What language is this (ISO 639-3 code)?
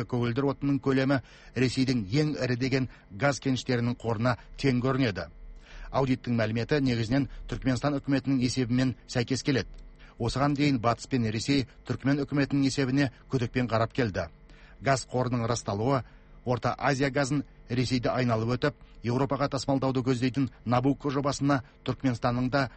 kaz